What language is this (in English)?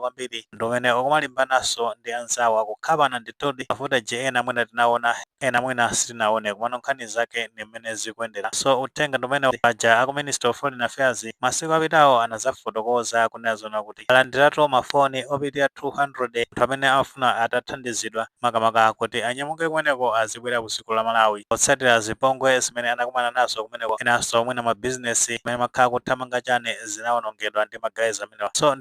Nyanja